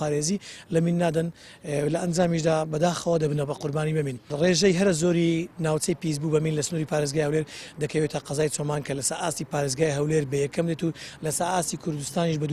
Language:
Central Kurdish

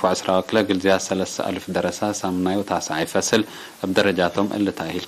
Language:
Tigre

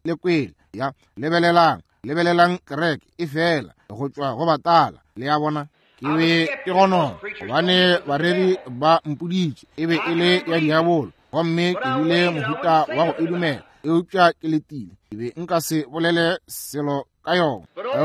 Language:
Northern Sotho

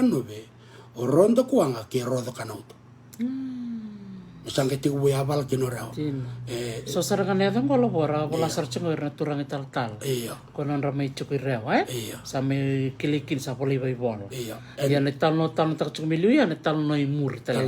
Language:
Fijian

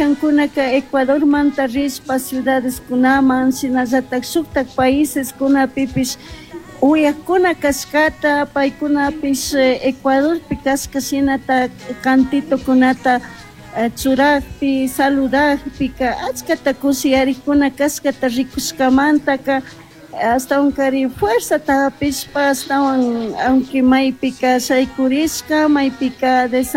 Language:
Chimborazo Highland Quichua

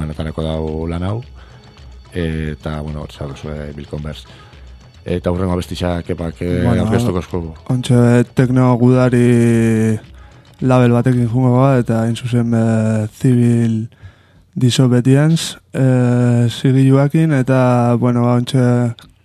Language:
Basque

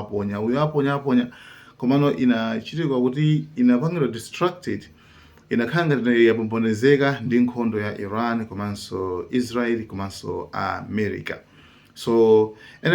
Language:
Nyanja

